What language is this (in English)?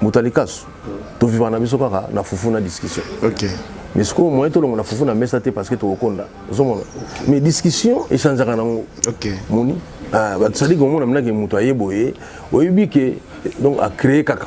Lingala